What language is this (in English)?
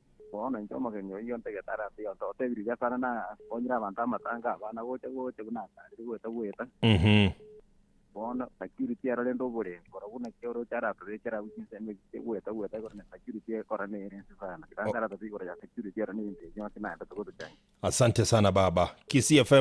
Gusii